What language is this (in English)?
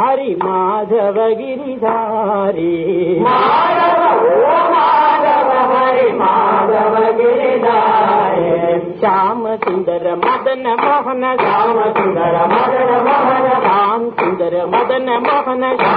Telugu